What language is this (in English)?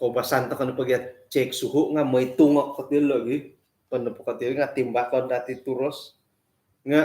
Central Dusun